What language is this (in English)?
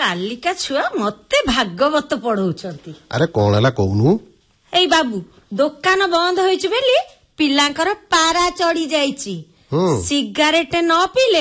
Odia